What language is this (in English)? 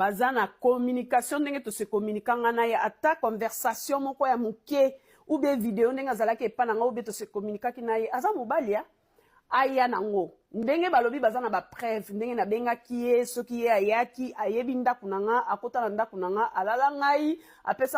Lingala